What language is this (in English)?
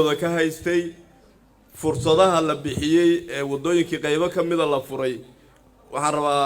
Somali